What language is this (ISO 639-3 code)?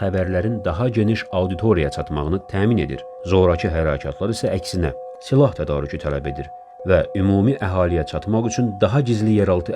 aze